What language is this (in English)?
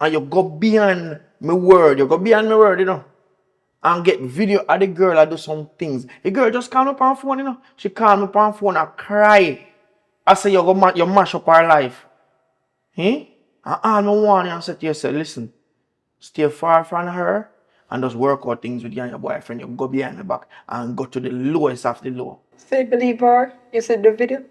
Jamaican Creole English